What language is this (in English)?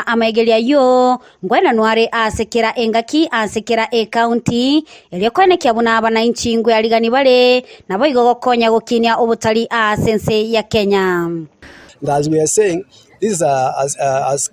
Gusii